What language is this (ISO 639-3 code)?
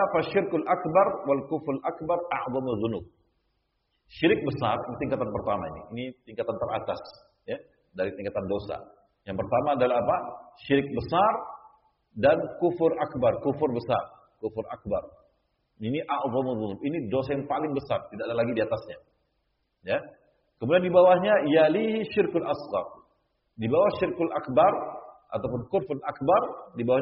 ind